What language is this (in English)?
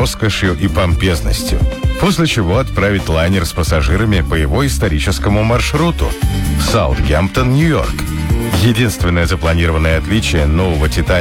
Russian